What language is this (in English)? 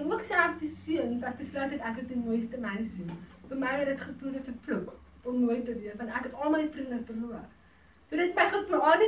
Afrikaans